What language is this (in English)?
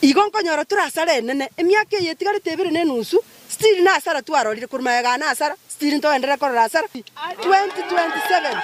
Gusii